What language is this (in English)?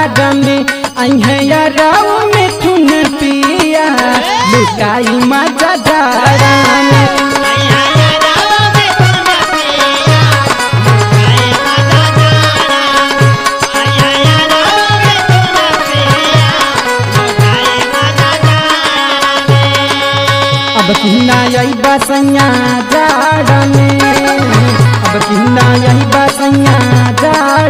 Bhojpuri